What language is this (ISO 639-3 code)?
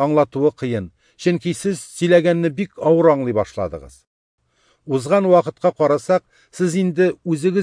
tat